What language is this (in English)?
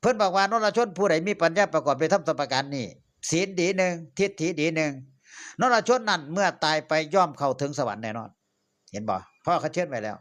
Northeastern Thai